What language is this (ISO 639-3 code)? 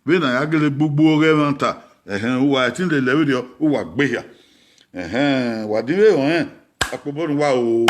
bin